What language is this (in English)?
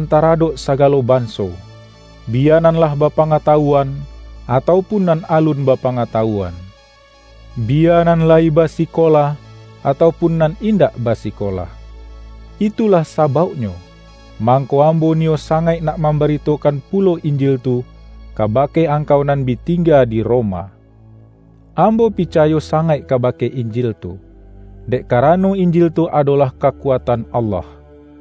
Minangkabau